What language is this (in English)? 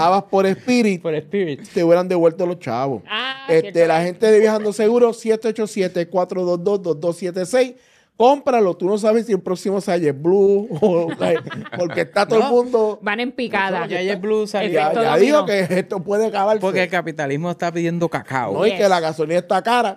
Spanish